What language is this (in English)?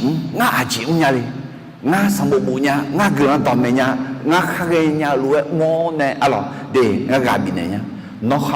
Akha